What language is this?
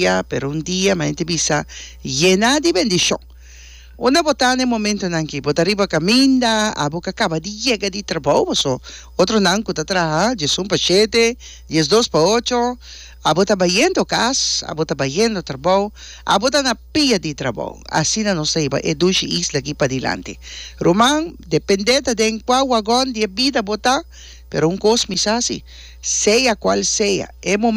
Papiamento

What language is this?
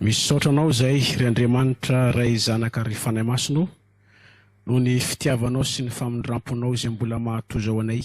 Malagasy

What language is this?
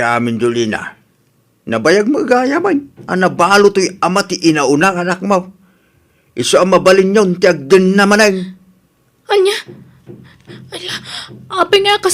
Iloko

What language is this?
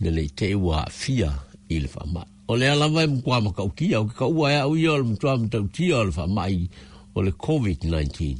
Samoan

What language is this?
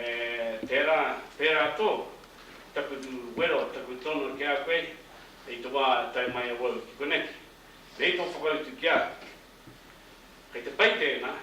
Māori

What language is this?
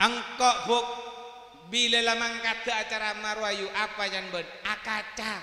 Madurese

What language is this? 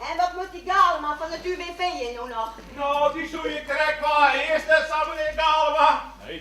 Western Frisian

